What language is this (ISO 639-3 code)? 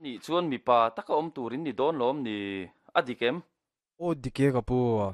lus